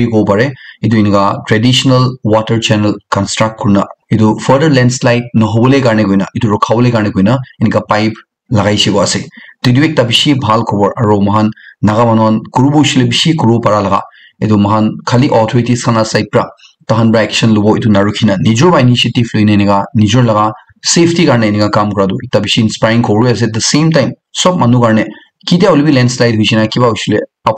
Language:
Naga Pidgin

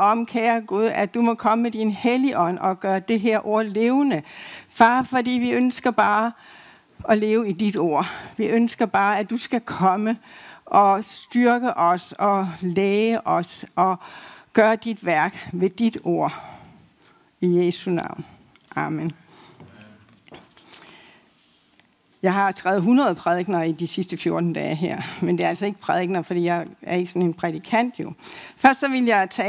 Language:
Danish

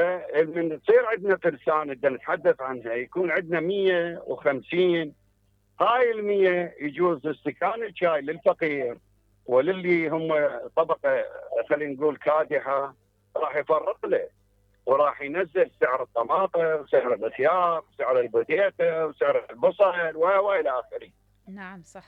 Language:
Mesopotamian Arabic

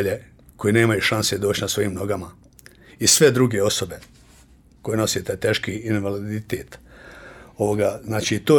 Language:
Bosnian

